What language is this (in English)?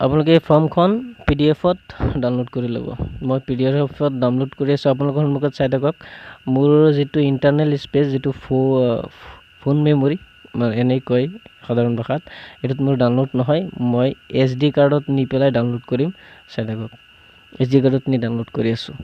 Assamese